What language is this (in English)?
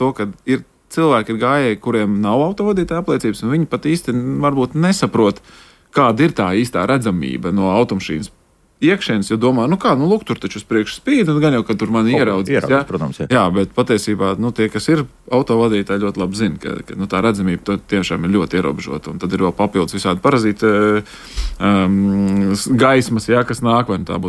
Latvian